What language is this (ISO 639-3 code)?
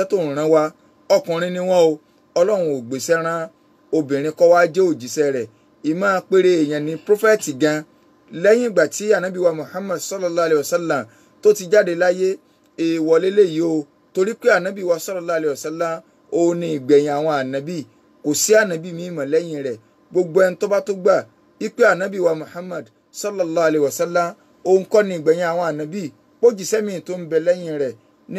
yor